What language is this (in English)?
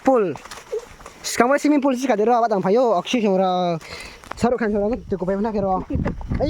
Riang (India)